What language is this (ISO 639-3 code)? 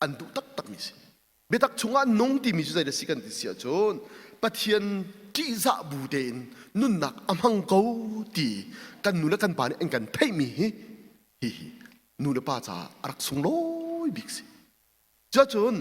cnh